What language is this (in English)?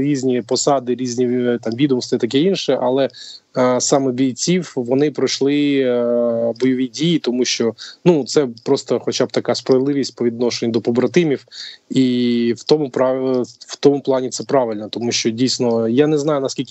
Ukrainian